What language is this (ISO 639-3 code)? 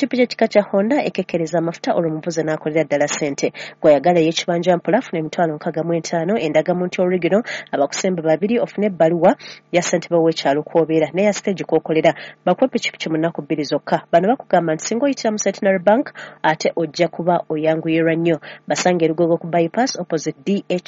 lug